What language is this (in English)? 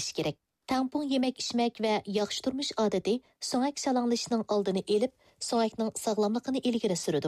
Uyghur